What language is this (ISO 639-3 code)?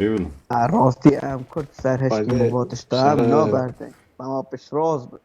kur